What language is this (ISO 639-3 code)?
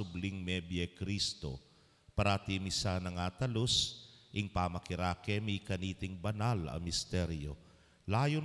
pam